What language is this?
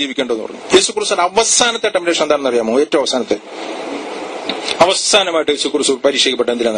Malayalam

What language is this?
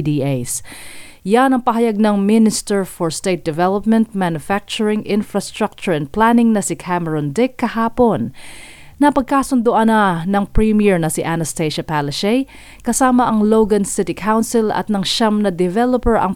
Filipino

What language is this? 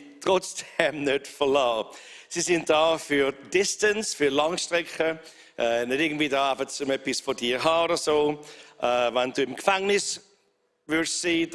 Swiss German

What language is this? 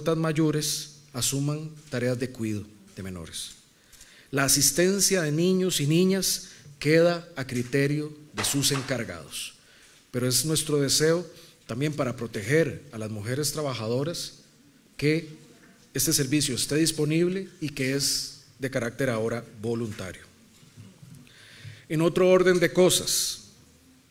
Spanish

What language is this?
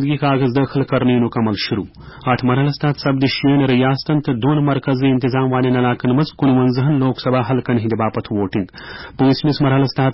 Kashmiri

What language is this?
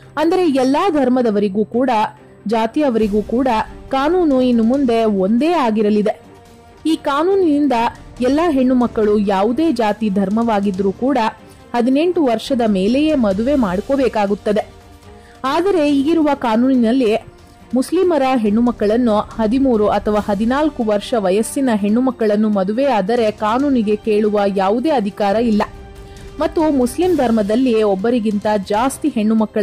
Kannada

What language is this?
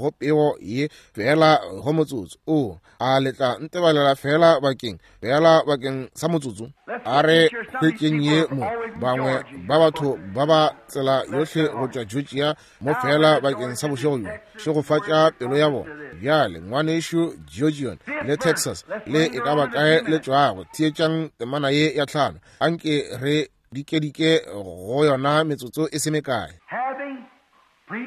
Northern Sotho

